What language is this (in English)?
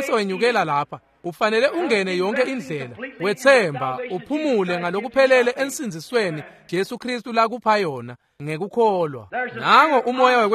Swati